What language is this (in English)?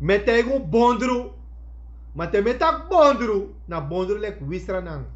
Sranan Tongo